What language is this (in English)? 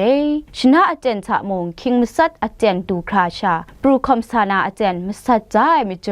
Kachin